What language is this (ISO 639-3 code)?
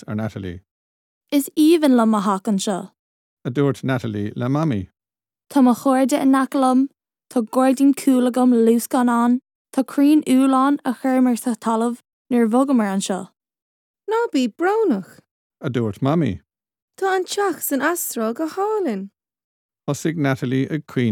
gle